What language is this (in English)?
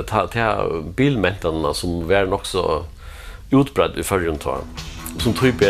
Faroese